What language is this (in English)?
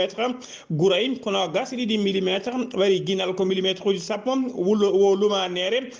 Fula